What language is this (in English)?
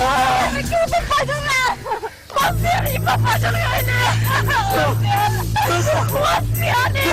Khasi